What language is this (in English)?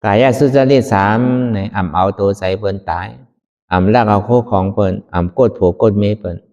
Shan